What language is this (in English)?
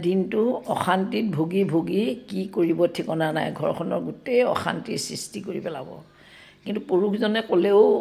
Assamese